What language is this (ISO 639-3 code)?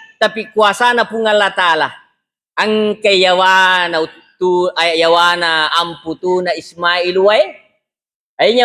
bug